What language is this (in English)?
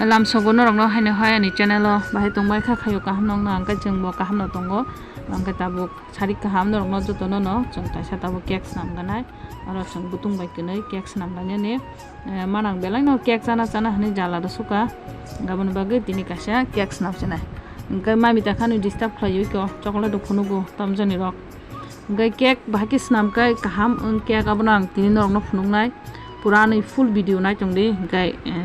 Kok Borok